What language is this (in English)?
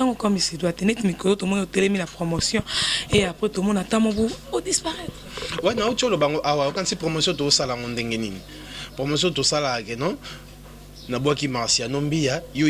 Lingala